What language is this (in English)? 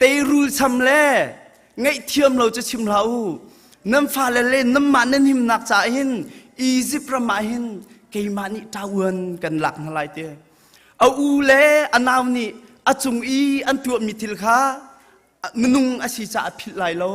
Hakha Chin